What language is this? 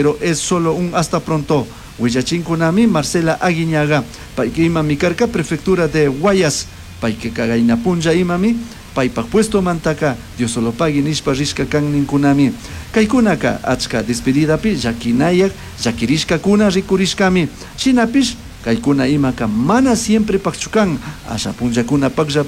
Chimborazo Highland Quichua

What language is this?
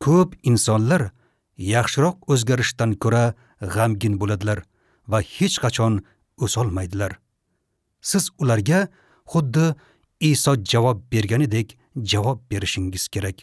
Uzbek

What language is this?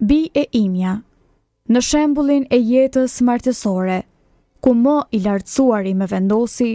Albanian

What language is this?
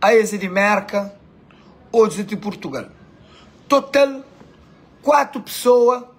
Kabuverdianu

